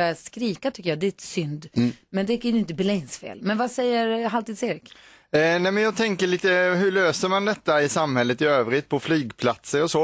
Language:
Swedish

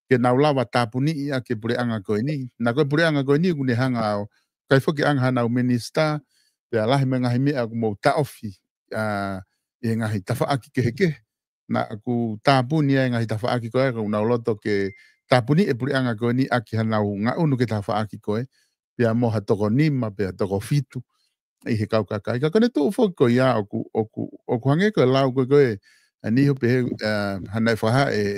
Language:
Tongan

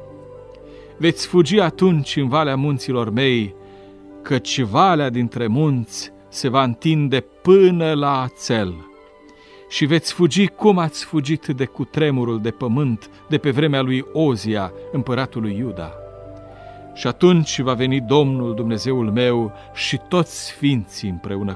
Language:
Romanian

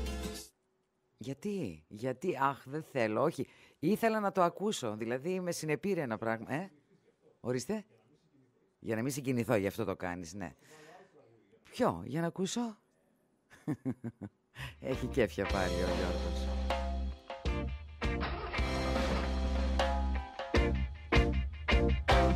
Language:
Greek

